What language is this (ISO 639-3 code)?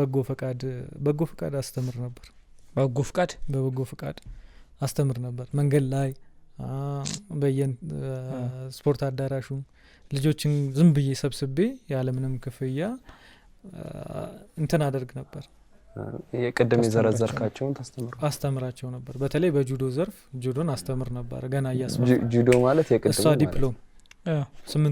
amh